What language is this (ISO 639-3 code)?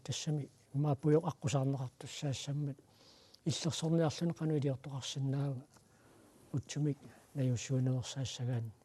kal